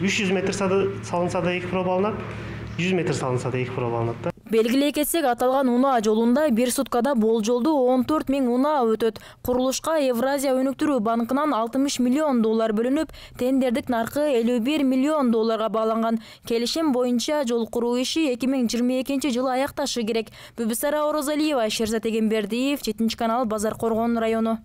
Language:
Kyrgyz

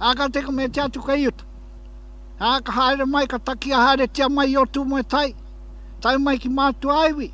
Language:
Māori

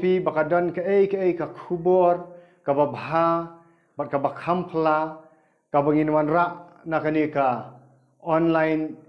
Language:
Khasi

